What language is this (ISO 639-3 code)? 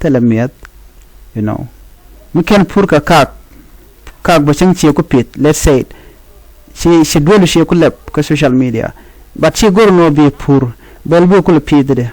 nus